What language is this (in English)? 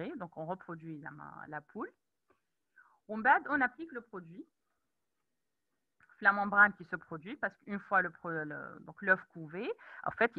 French